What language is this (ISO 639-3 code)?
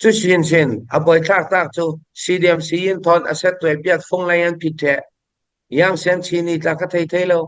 cfm